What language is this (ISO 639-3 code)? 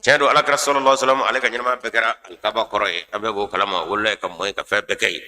bam